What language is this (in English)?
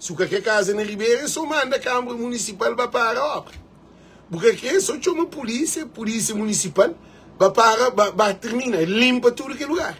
Kabuverdianu